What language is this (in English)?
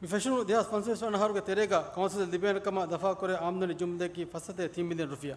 Divehi